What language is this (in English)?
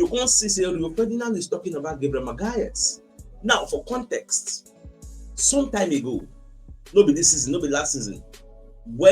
Nigerian Pidgin